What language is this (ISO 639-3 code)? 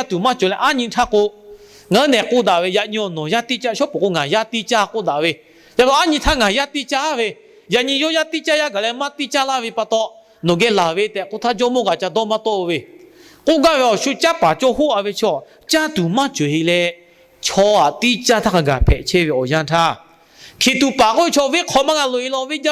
lhu